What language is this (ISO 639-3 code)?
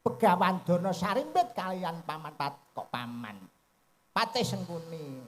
jav